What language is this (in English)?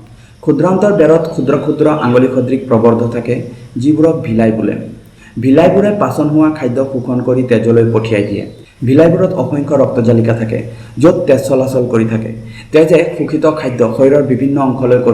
Assamese